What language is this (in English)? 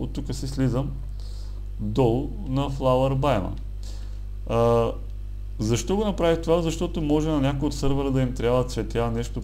Bulgarian